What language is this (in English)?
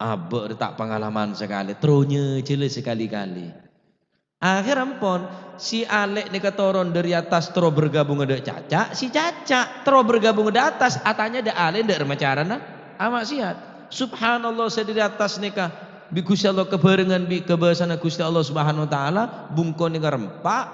Madurese